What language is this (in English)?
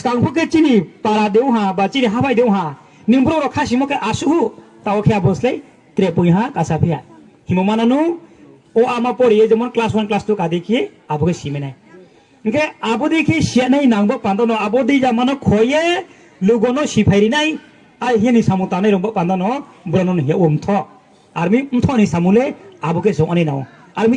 Riang (India)